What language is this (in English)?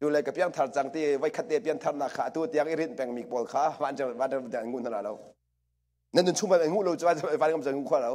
Hakha Chin